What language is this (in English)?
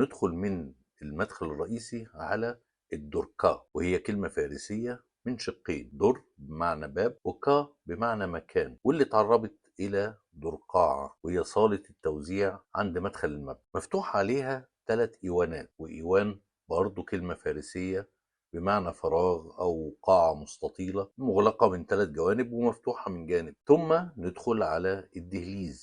Egyptian Arabic